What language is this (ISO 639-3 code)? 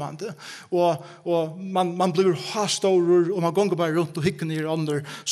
fao